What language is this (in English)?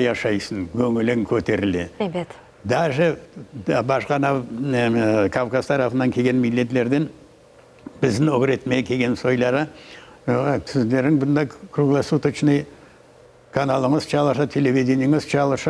Crimean Tatar